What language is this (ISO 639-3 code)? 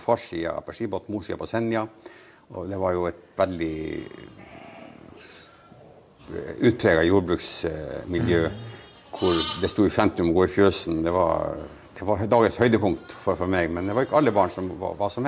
nor